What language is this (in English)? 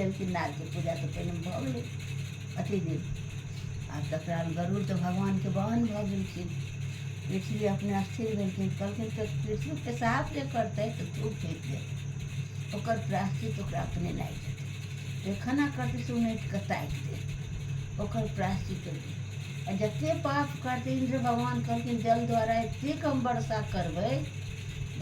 Maithili